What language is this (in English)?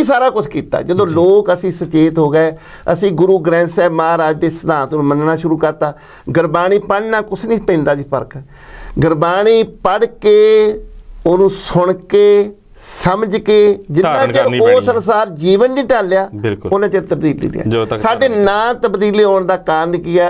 Punjabi